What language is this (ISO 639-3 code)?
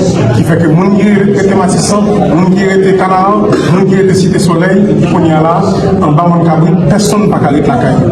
hat